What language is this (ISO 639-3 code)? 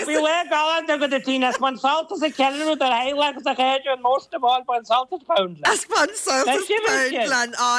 gle